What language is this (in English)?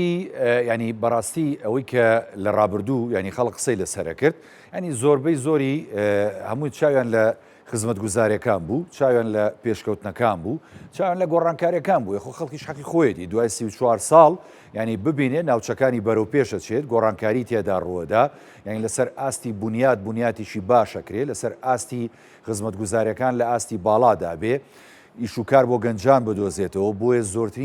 Central Kurdish